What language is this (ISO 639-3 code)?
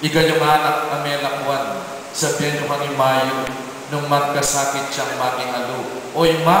pam